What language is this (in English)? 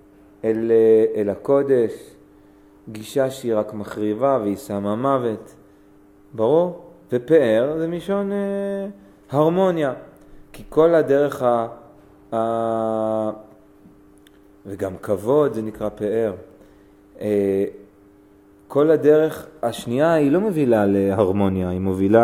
Hebrew